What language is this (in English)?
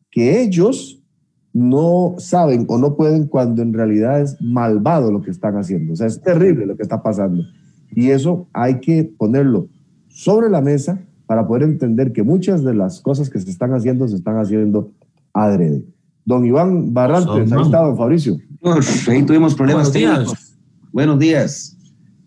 Spanish